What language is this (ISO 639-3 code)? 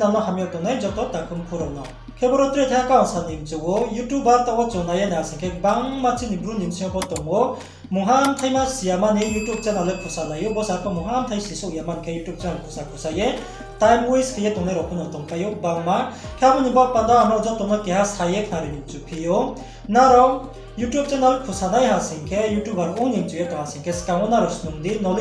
ria